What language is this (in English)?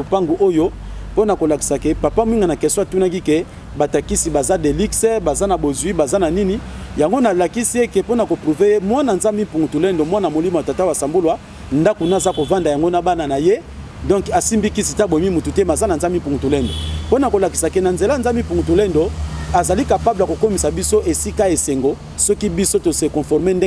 Lingala